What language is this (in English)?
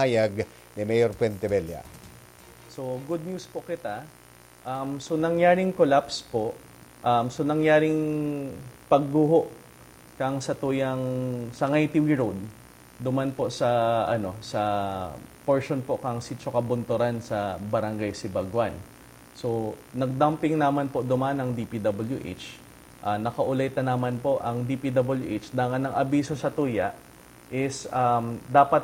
Bikol